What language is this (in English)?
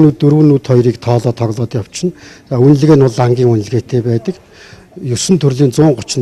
Mongolian